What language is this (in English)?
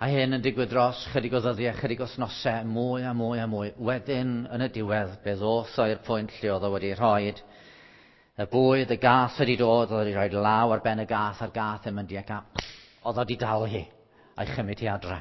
Welsh